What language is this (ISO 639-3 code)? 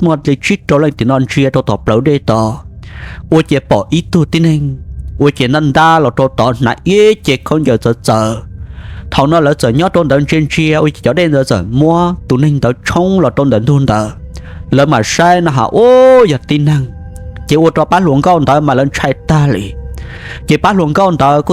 hmn